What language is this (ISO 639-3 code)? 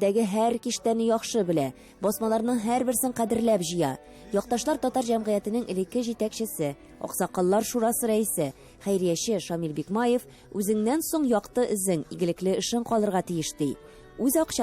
tat